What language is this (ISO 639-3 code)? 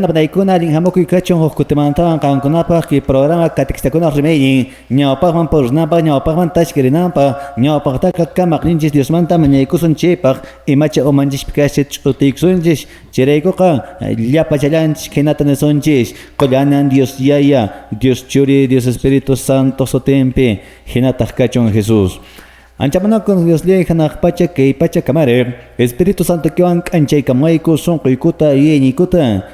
que